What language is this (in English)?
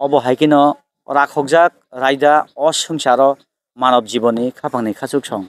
Kok Borok